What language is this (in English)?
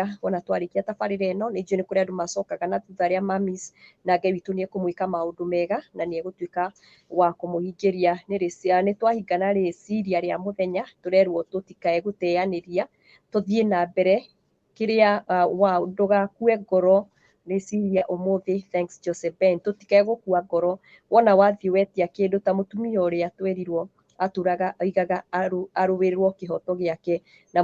Kikuyu